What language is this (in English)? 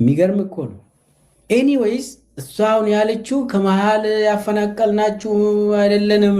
Amharic